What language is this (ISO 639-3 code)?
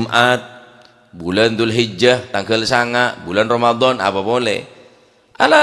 mad